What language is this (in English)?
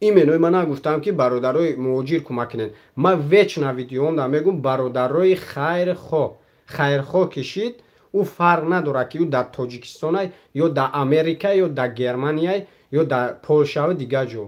Tajik